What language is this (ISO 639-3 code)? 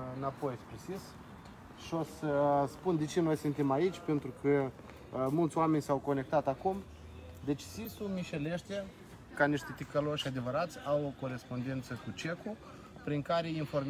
ron